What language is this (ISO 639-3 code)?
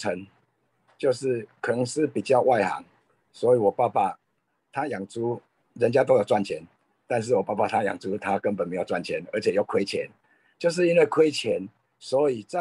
zho